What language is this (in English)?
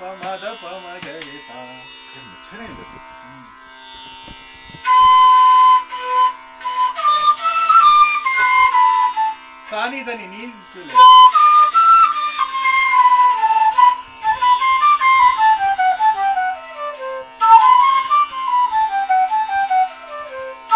English